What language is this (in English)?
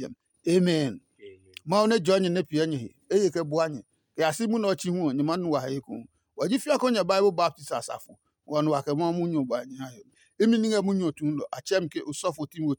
Adangme